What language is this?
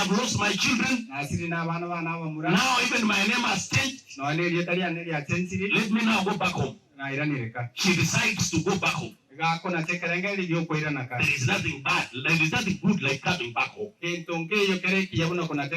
Gusii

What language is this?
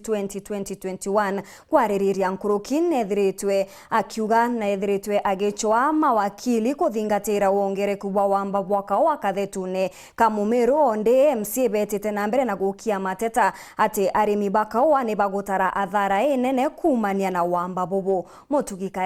Meru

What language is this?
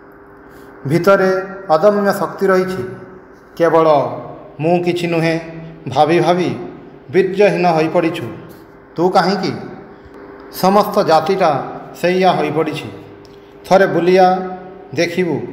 Odia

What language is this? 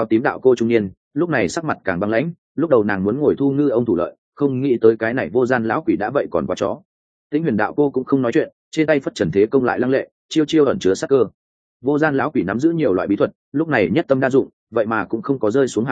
Vietnamese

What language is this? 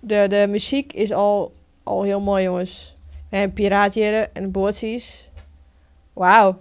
Western Frisian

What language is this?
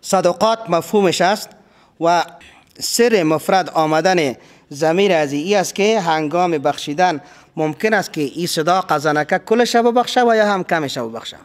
Persian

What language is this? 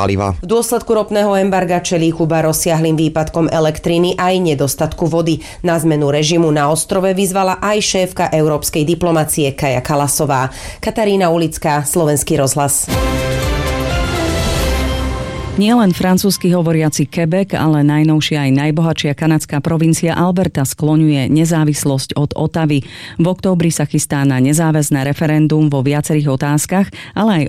Slovak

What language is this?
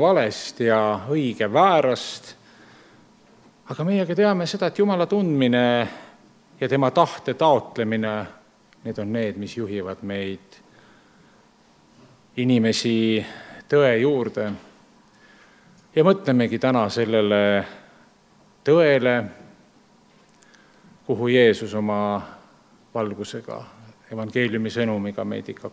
Estonian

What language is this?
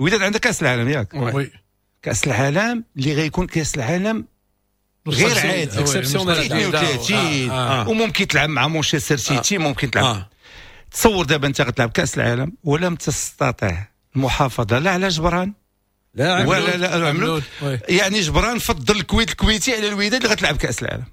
Moroccan Arabic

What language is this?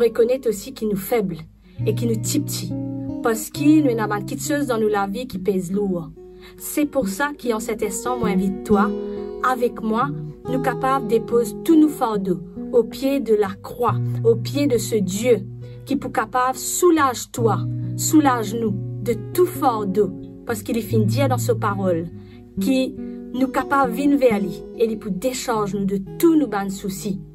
Morisyen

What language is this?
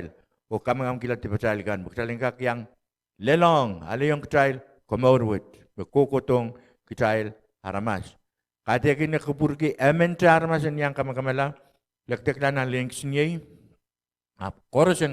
Pohnpeian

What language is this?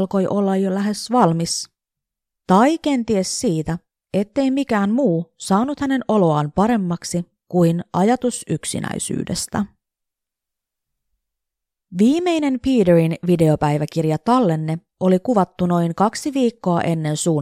Finnish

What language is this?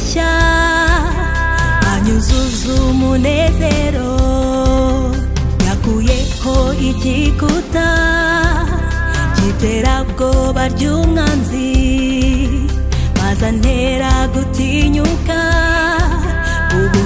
Kinyarwanda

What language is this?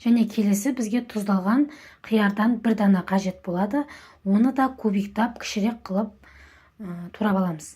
Kazakh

